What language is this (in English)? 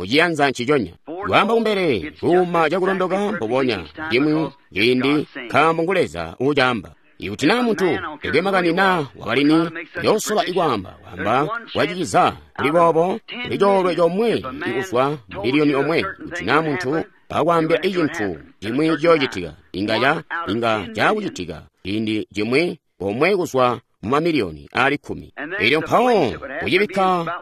Tonga (Zambia)